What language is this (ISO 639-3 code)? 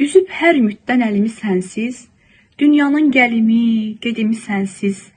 aze